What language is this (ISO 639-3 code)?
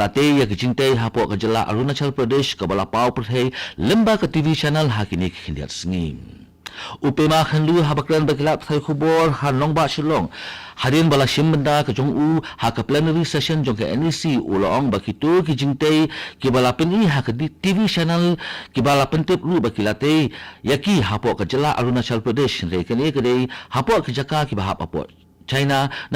kha